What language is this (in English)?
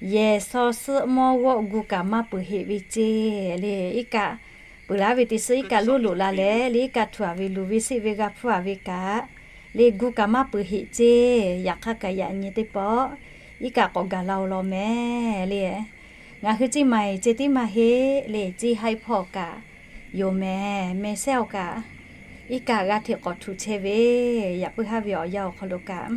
Lahu